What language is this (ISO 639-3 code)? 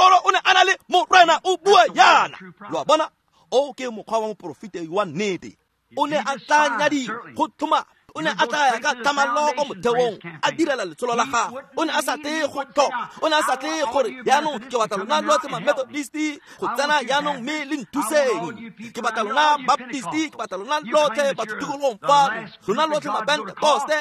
tsn